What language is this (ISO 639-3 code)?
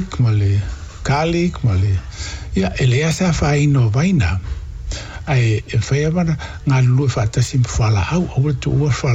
smo